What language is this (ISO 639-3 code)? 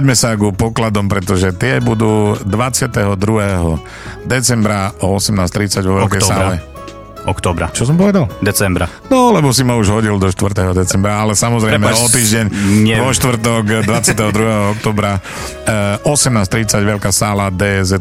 slk